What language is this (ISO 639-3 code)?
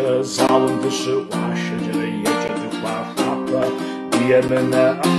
kbd